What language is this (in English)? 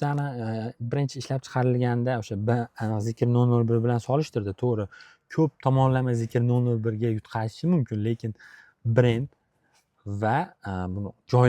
Uzbek